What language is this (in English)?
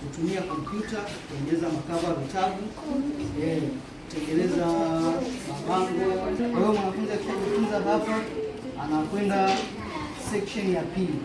Swahili